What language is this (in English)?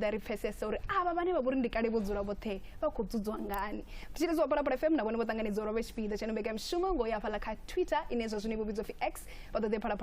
Venda